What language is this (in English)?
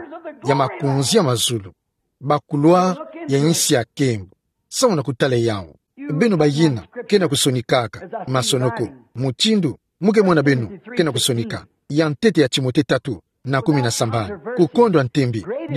Kituba (Democratic Republic of Congo)